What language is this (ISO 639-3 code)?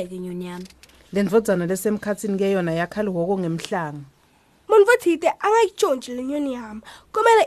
ssw